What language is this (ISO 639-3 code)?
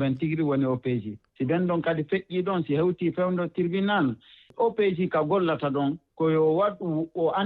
ful